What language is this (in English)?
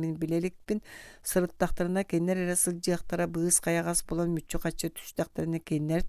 Yakut